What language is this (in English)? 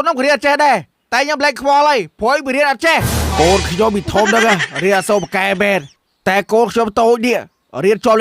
Khmer